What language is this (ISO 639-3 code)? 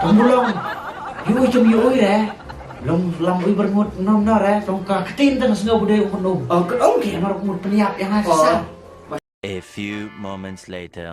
kha